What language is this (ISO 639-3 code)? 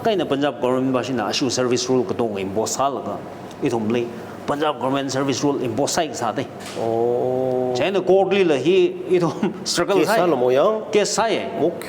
nmf